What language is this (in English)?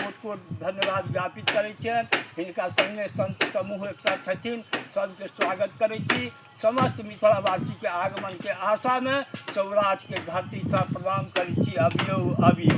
Maithili